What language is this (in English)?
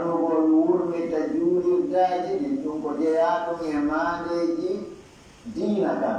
Pular